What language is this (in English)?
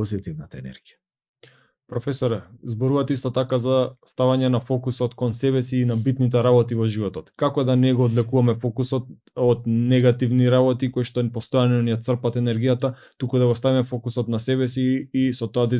Macedonian